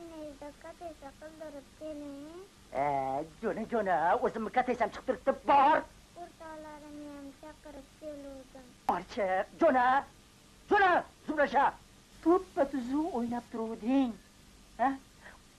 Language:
Uzbek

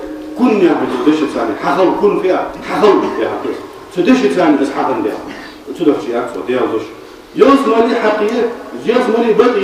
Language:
Ingush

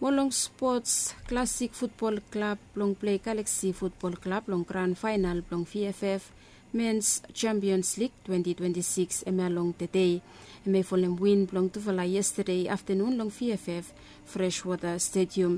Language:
Bislama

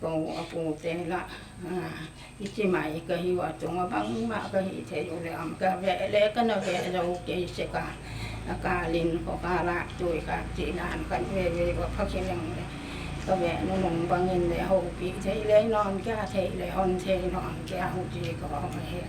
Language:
Paite Chin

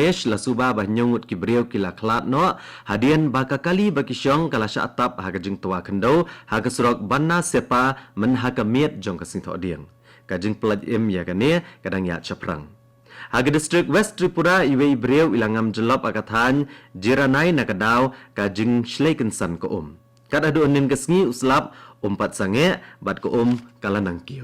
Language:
Khasi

